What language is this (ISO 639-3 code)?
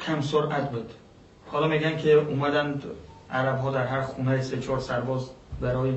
fas